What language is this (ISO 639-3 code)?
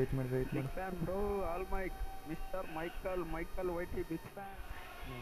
kan